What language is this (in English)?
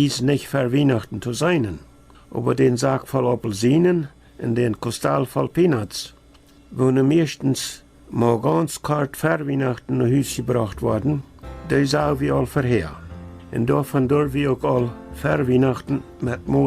Plautdietsch